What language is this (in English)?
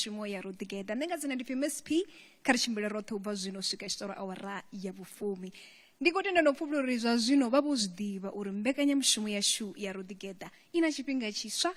Venda